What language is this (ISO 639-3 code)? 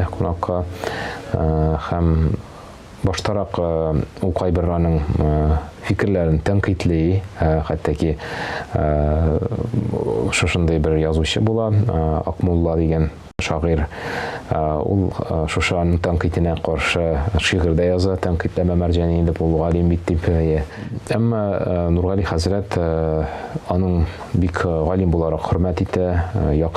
tat